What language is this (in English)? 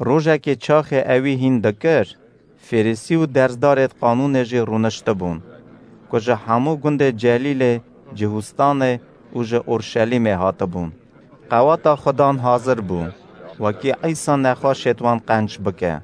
Kurdish